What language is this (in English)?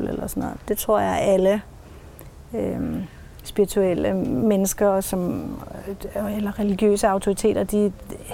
Danish